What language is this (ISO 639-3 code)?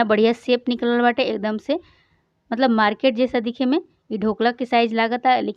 bho